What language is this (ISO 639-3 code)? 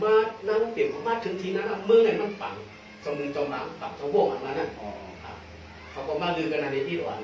shn